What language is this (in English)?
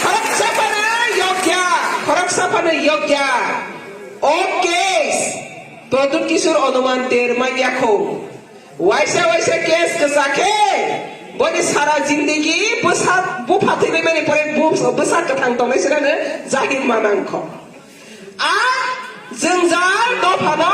Kok Borok